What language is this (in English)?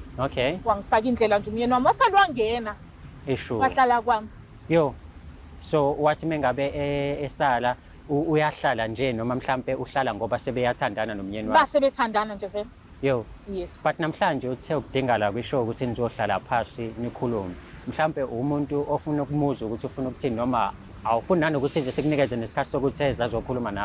Zulu